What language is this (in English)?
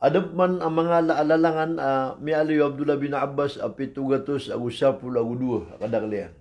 Maranao